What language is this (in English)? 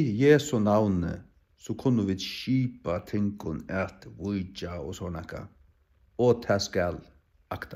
Faroese